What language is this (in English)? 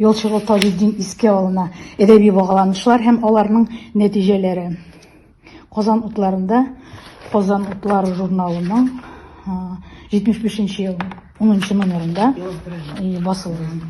Tatar